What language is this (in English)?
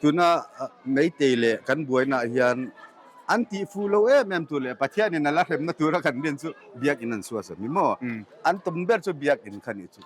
Mizo